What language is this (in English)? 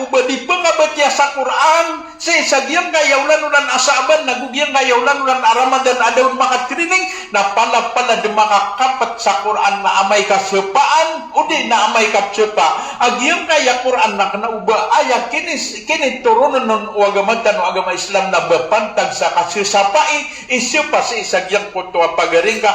Maranao